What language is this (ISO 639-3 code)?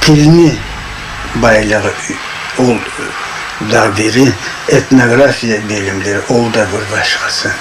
krc